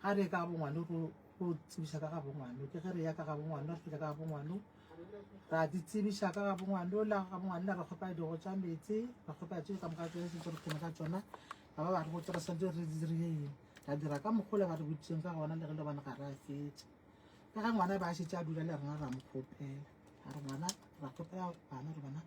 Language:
Northern Sotho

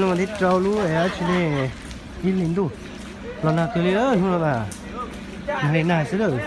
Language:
Hmong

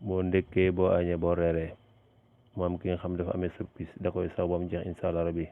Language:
Wolof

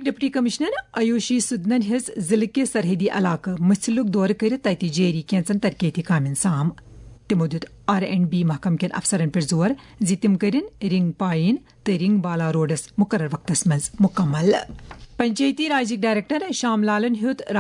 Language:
Kashmiri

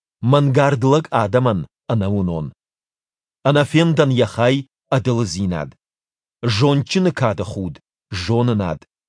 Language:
Ossetic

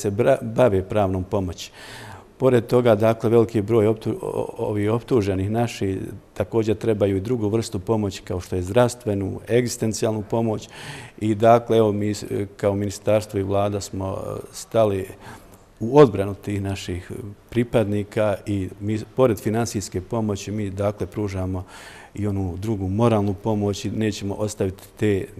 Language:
Bosnian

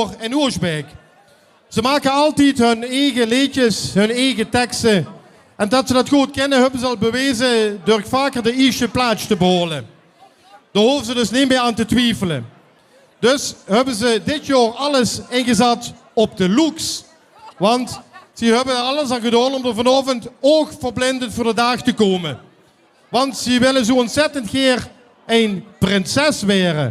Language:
Limburgish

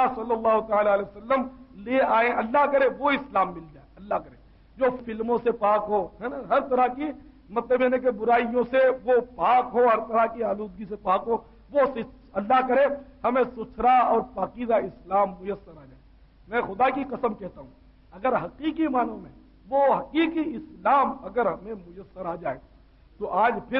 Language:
Urdu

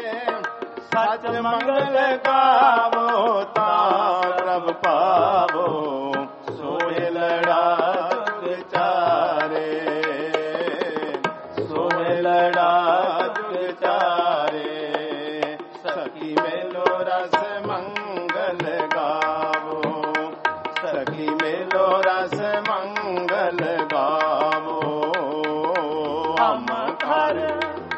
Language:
Punjabi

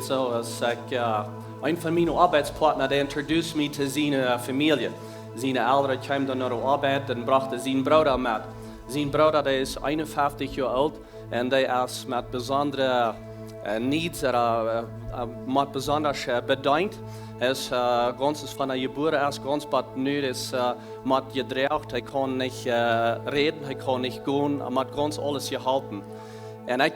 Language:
Plautdietsch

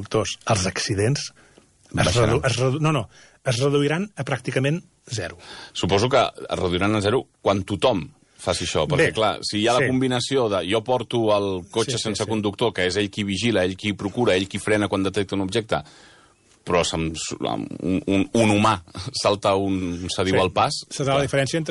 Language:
Catalan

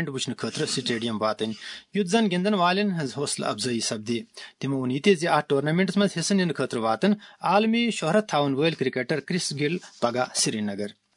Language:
Kashmiri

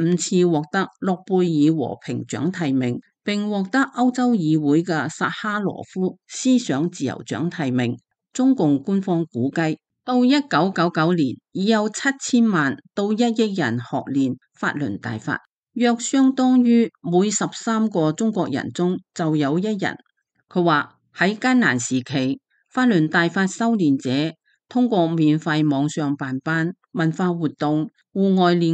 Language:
Cantonese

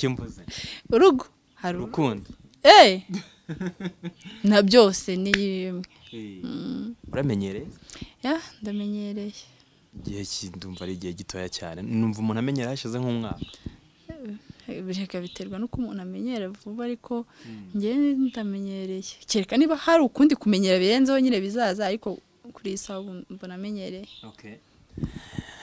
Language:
Kinyarwanda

